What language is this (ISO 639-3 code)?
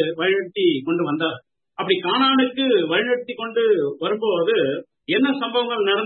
tam